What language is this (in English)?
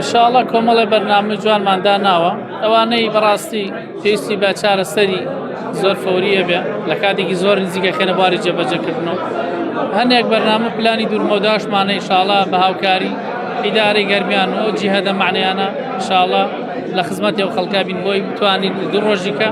Central Kurdish